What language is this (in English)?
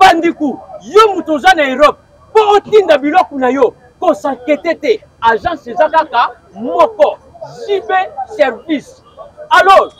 Lingala